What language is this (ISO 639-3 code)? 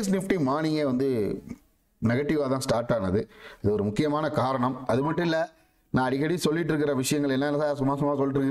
tam